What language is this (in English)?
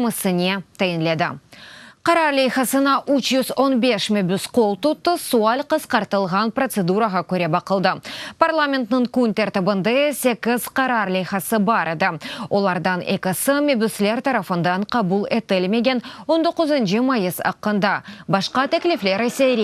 Crimean Tatar